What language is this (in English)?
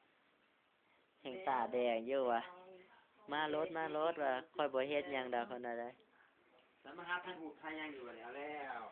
Lao